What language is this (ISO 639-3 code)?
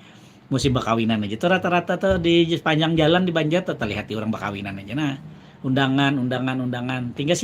bjn